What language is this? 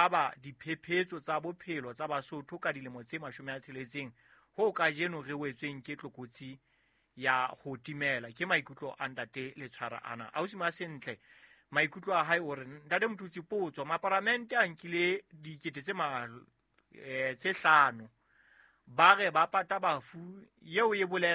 Southern Sotho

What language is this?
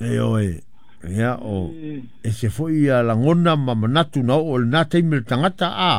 Samoan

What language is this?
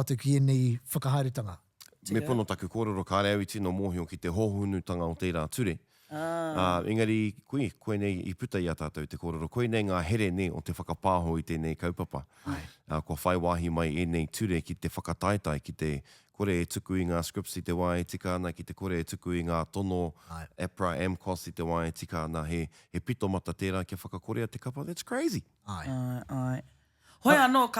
Māori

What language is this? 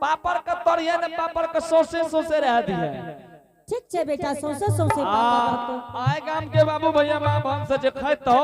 Angika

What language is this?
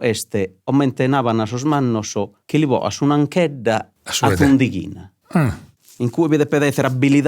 Sardinian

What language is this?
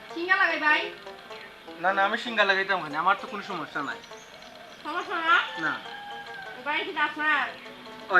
Sylheti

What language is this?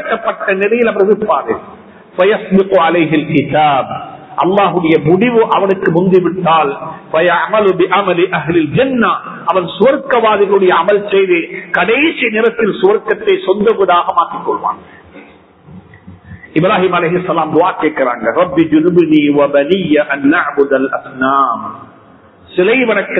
Tamil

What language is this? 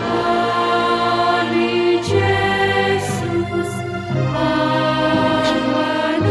Batak Simalungun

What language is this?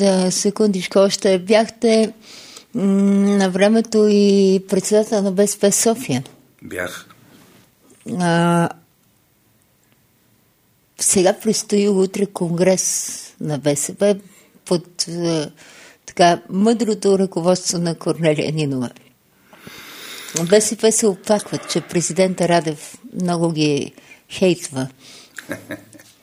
Bulgarian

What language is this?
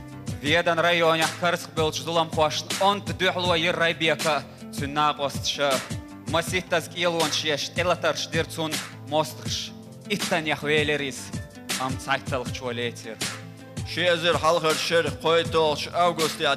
Chechen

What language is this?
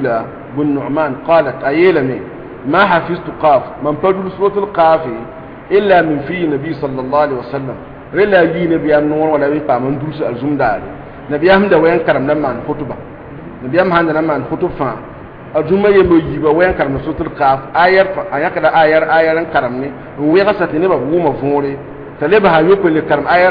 Mossi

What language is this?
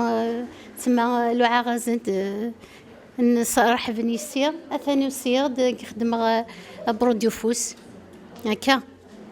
Kabyle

